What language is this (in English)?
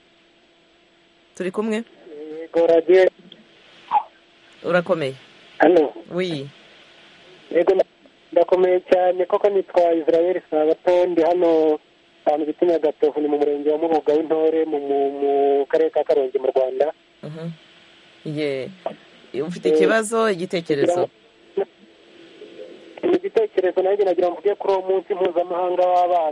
Kinyarwanda